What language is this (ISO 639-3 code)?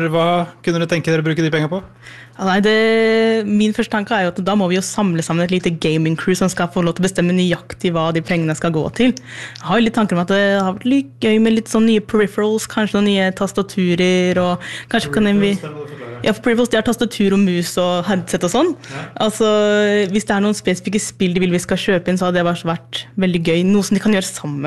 nor